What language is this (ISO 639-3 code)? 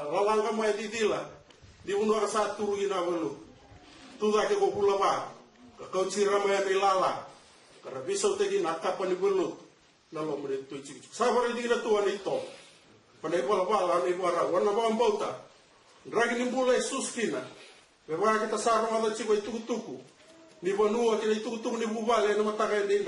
fij